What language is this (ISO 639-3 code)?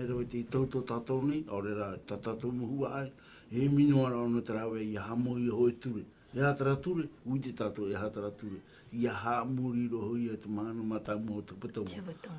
tah